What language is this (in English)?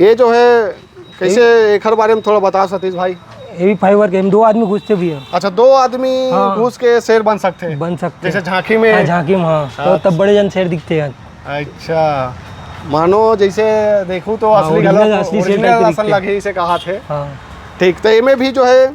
Chhattisgarhi